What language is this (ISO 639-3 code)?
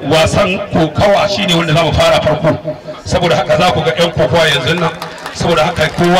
hau